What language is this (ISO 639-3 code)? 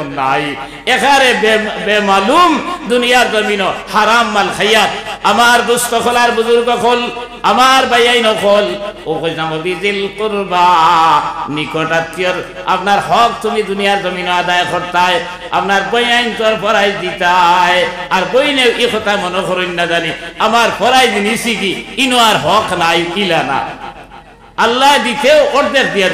syl